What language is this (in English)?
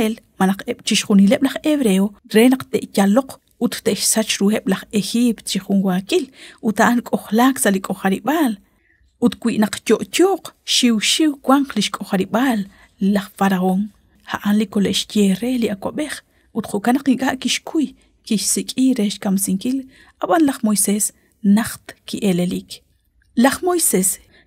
Kekchí